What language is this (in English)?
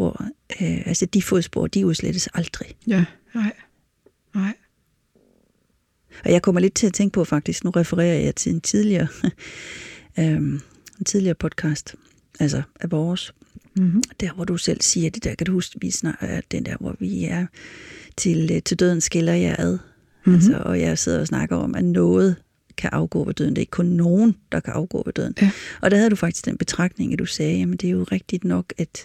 Danish